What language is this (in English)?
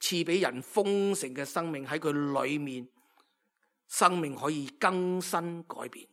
Cantonese